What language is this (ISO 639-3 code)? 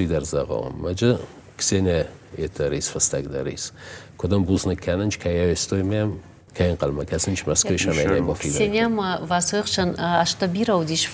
oss